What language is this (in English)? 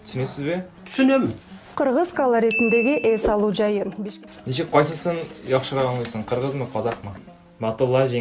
Tatar